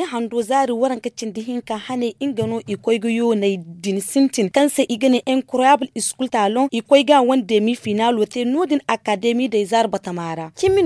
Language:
Zarma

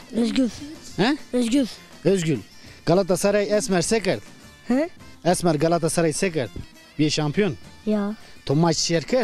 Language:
Zaza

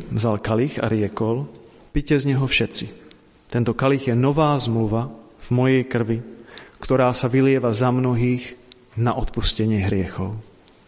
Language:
Slovak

